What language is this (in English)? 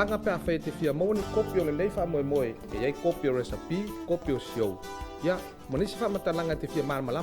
Samoan